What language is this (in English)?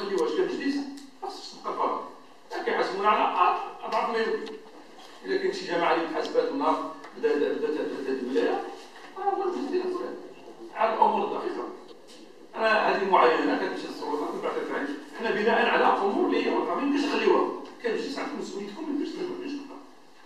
Moroccan Arabic